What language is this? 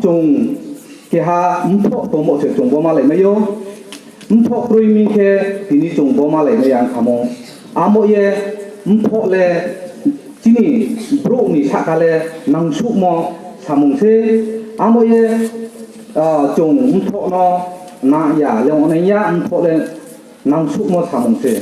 Riang (India)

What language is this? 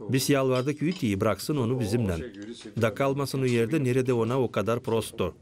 Gagauz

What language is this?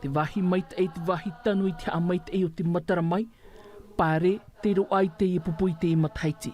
Tahitian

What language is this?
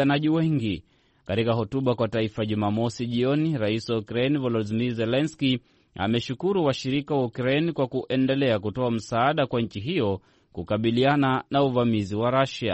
Swahili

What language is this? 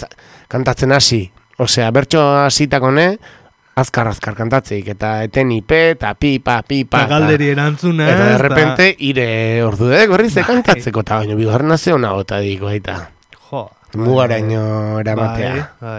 Basque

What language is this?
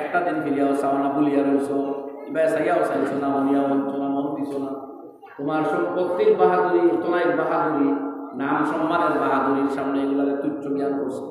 Sylheti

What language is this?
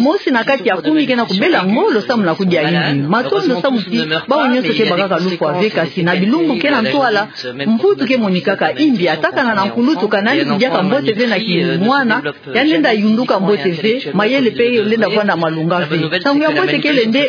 Kituba (Democratic Republic of Congo)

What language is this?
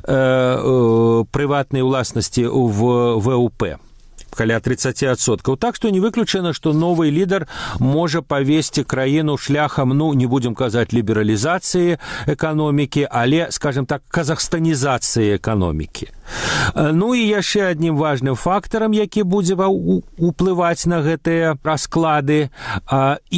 Belarusian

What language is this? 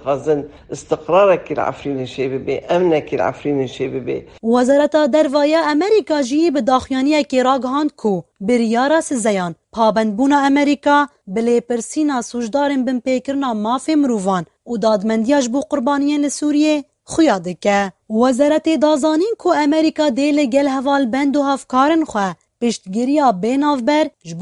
Kurdish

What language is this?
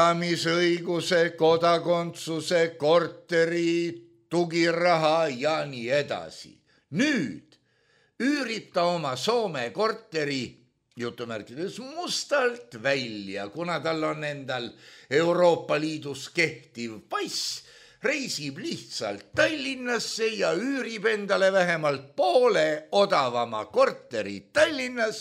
Estonian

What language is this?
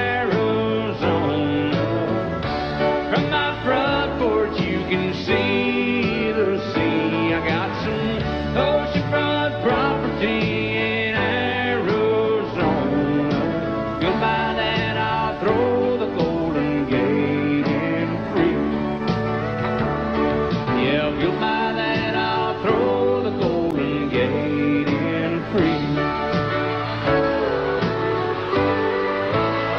English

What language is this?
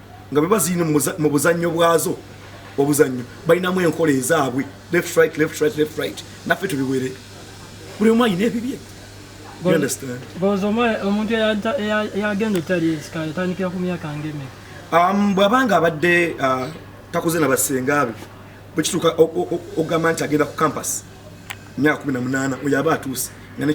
Ganda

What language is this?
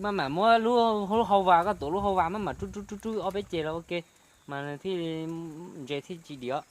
Hmong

